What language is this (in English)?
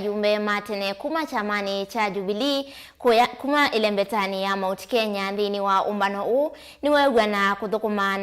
Kamba